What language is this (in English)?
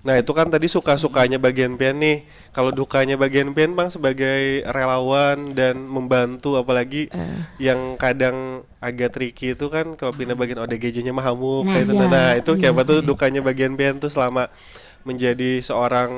Banjar